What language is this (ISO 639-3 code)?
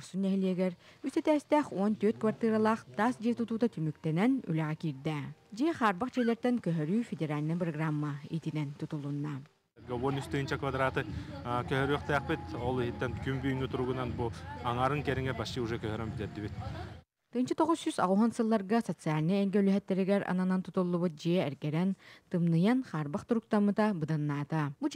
sah